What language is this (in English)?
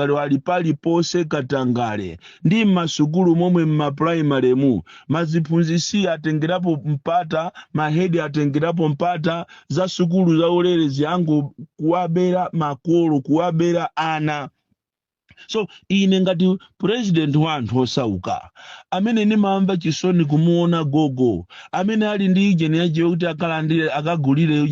Nyanja